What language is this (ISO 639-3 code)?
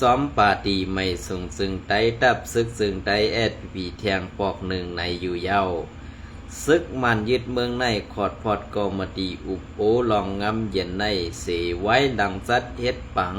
shn